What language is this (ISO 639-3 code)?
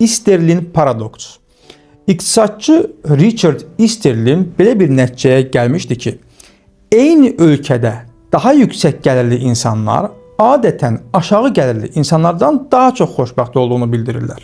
aze